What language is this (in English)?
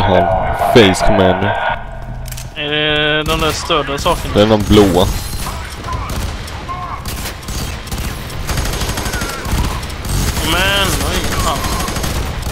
Swedish